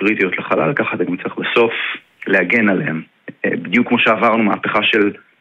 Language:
Hebrew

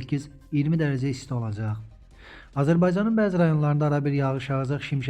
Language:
Azerbaijani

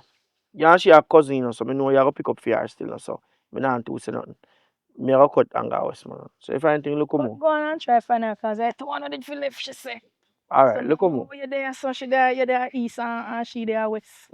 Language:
Jamaican Creole English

